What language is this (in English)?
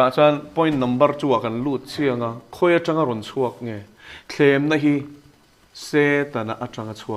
Mizo